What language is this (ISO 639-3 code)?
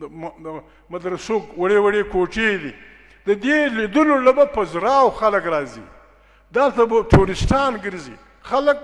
pus